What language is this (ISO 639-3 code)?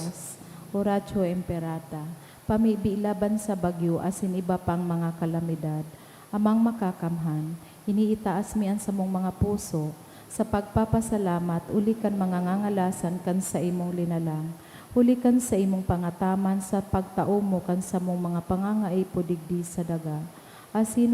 bik